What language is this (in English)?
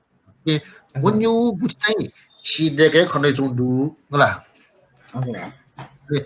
Newari